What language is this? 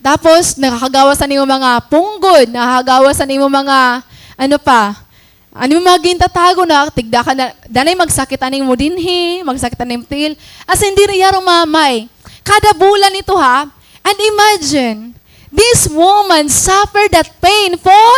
Waray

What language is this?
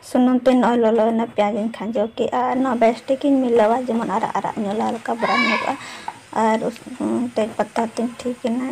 Santali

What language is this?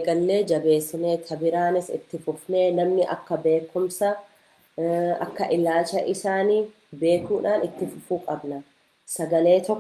Oromo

